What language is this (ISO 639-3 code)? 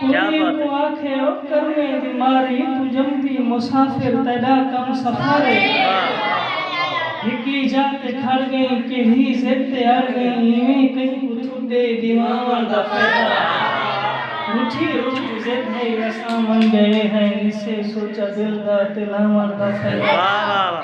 skr